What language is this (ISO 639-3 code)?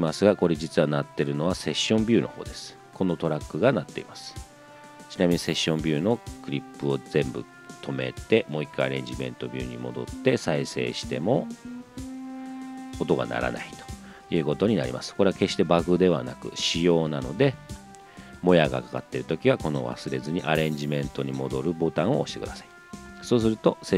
jpn